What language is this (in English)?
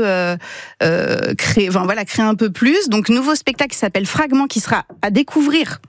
French